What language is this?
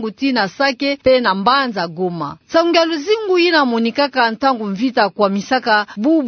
Kituba (Democratic Republic of Congo)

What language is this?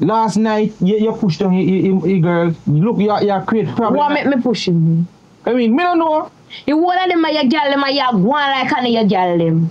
Jamaican Creole English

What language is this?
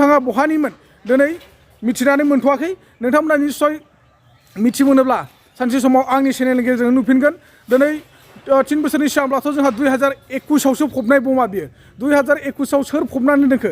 Bodo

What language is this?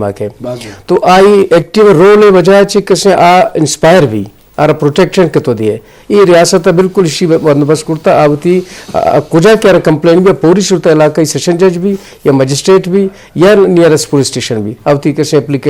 Eastern Balochi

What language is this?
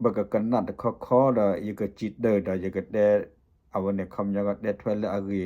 S'gaw Karen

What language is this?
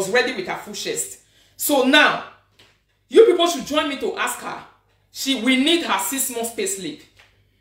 Nigerian Pidgin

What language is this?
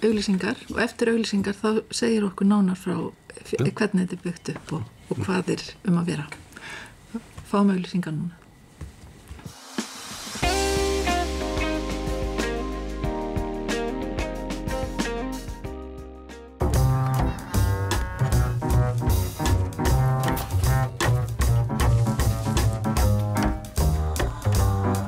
Icelandic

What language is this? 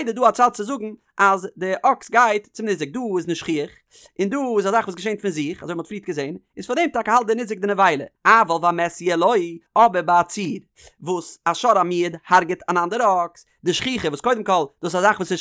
Yiddish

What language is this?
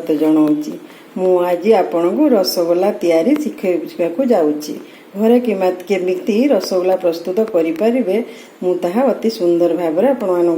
Odia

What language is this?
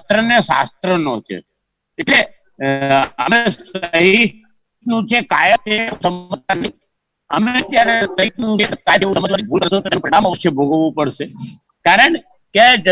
Gujarati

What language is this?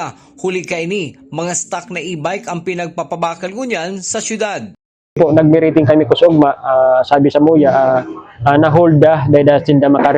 Bikol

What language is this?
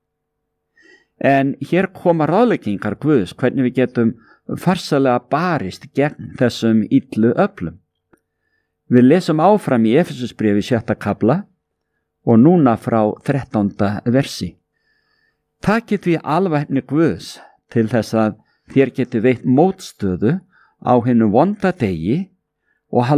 Icelandic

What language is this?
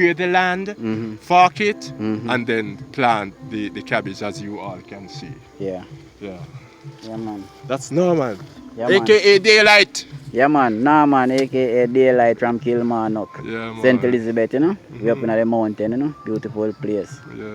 Jamaican Creole English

